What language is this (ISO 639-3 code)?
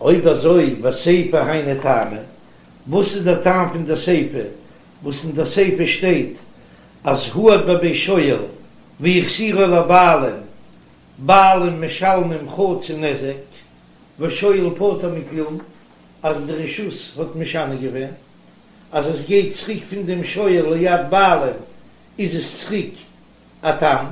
yid